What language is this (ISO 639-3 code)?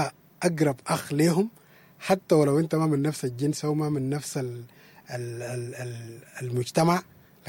apd